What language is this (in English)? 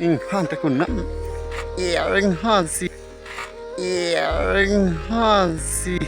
Karbi